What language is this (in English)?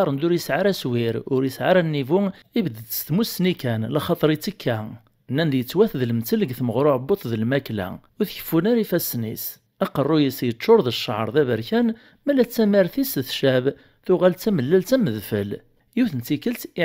Kabyle